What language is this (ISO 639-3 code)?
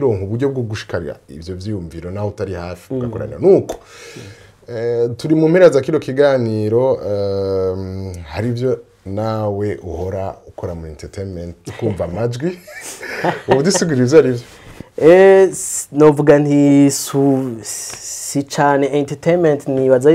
run